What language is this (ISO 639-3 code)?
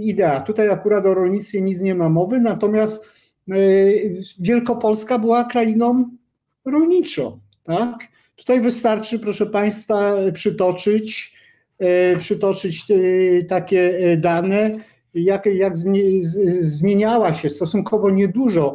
pol